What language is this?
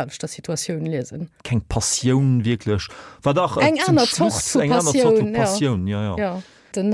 Luxembourgish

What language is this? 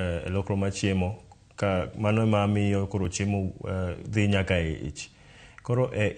Luo (Kenya and Tanzania)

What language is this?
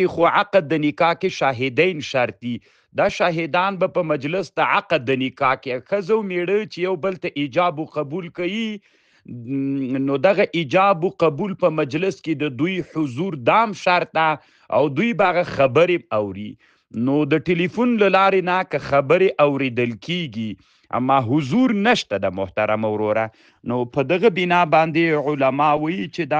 Pashto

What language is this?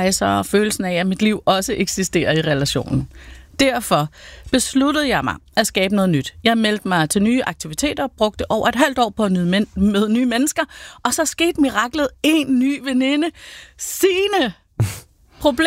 Danish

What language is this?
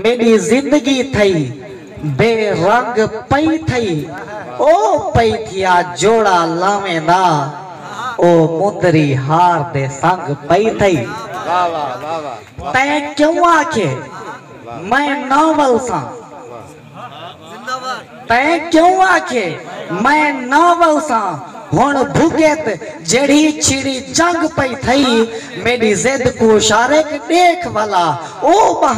Saraiki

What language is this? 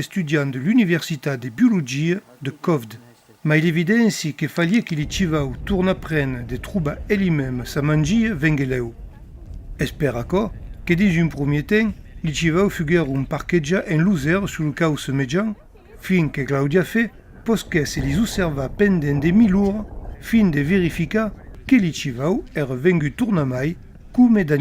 Occitan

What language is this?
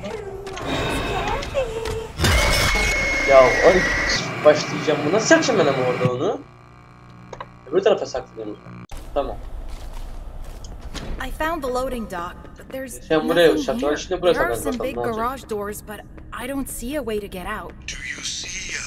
Turkish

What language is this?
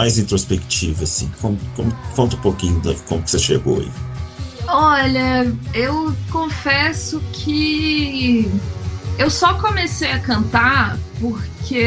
Portuguese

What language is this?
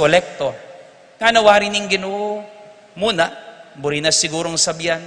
Pampanga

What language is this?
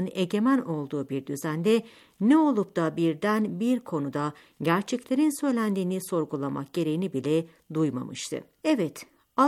Turkish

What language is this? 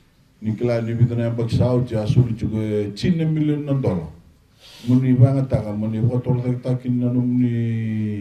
Fijian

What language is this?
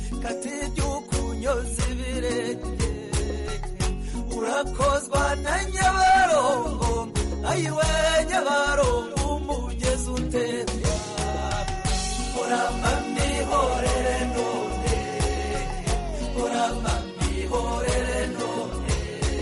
Kinyarwanda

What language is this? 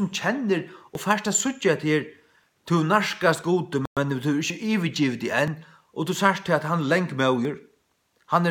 Faroese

